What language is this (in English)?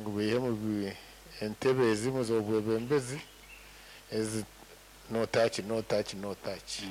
Nyoro